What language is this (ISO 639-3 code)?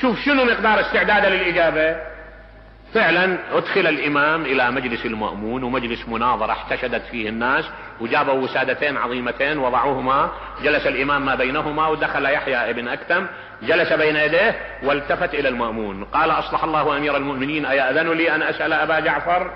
acm